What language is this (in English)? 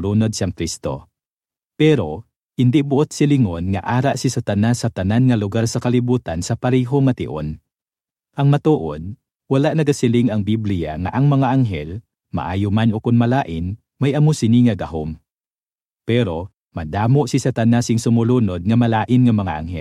Hiligaynon